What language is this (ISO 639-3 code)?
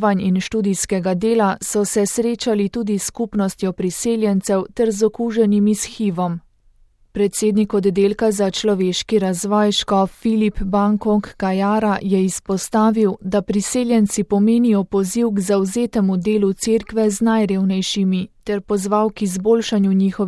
slv